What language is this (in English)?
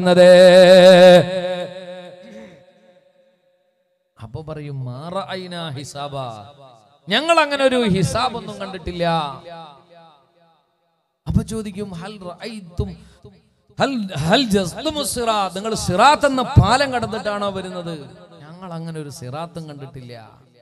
Malayalam